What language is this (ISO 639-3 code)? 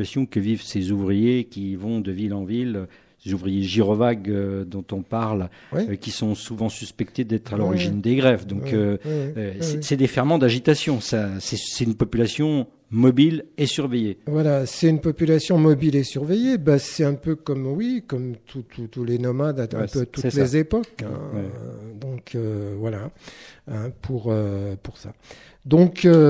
fra